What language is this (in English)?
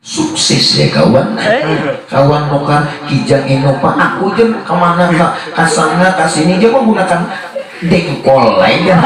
Banjar